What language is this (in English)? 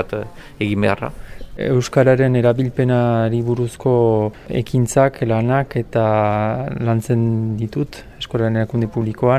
Basque